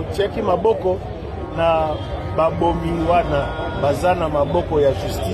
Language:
Lingala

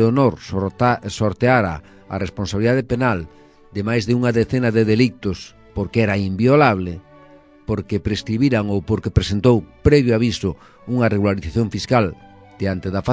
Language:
Galician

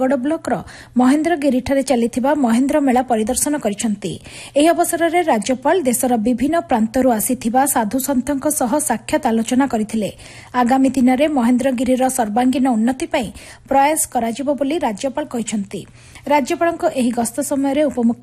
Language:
Odia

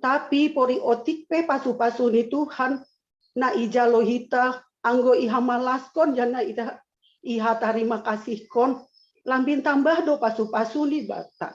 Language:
Batak Simalungun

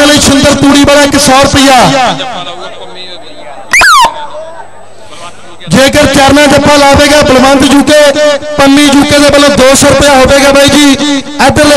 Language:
Punjabi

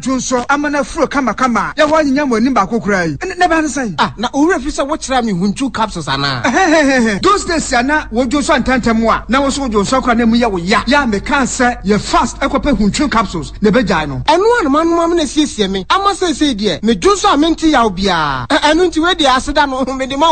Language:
Akan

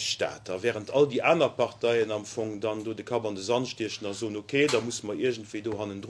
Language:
Luxembourgish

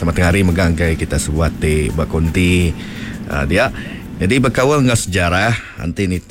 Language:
Iban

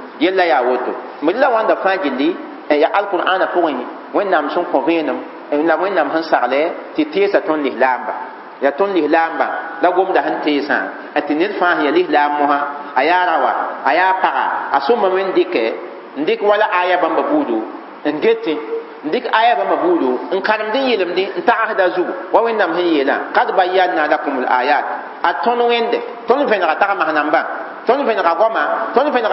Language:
Mossi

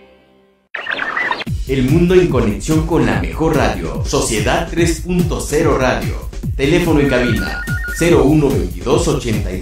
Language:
Spanish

